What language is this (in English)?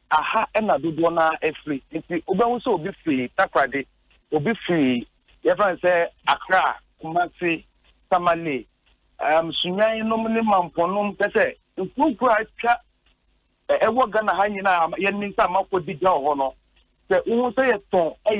Akan